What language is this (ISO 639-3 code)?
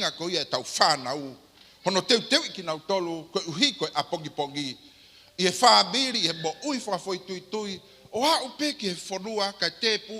ton